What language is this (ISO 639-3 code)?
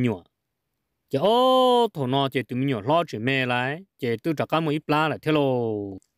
vie